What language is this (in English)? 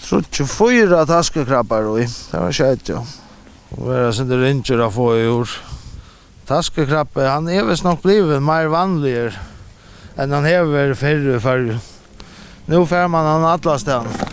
Faroese